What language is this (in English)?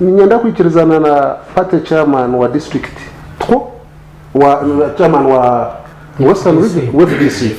Nyankole